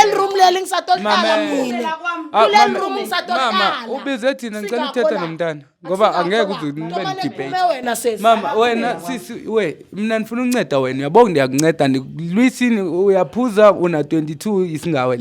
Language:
Zulu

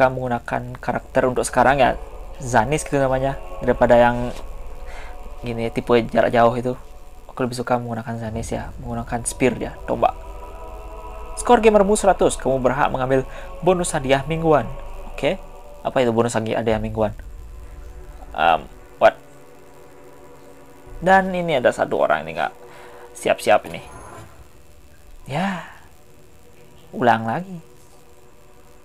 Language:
Indonesian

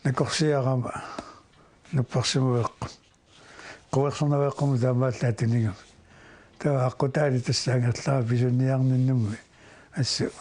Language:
Kalaallisut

